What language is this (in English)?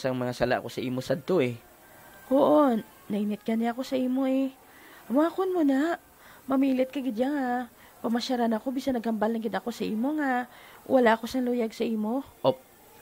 Hiligaynon